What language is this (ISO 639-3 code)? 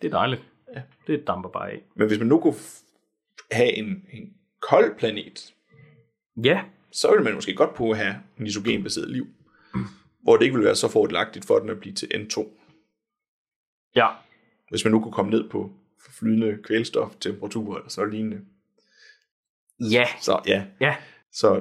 dan